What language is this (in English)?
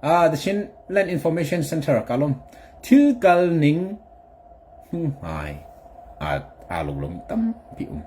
Hakha Chin